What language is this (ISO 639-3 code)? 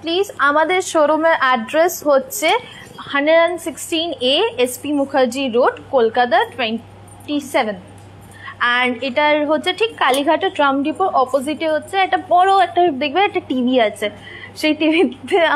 ben